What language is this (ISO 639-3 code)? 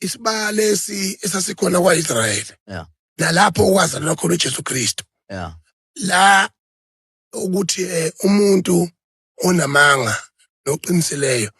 zul